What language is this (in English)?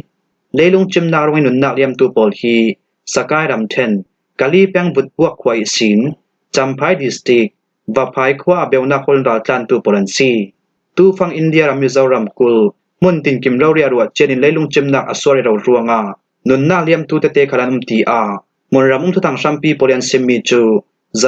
Falam Chin